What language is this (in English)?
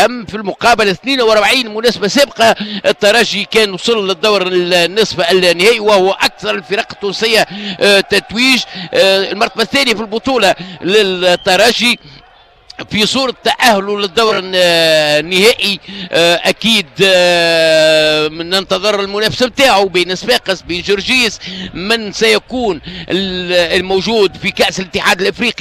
Tunisian Arabic